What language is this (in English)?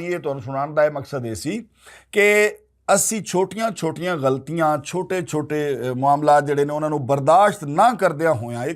Western Panjabi